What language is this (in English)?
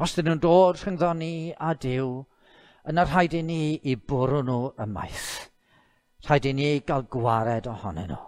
Welsh